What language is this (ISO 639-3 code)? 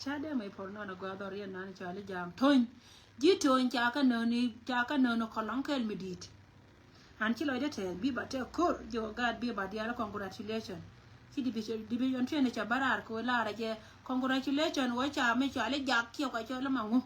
nus